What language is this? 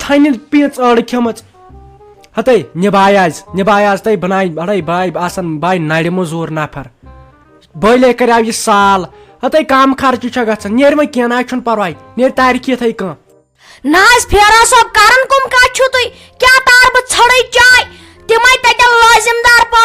Kashmiri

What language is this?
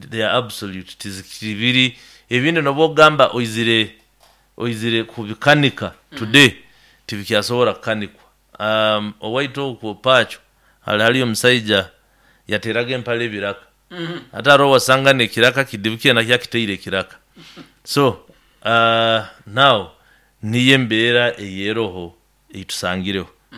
Nyoro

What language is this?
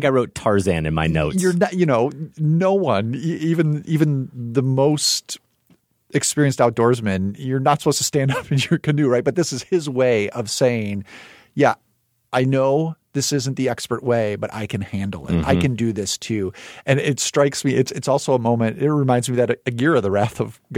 English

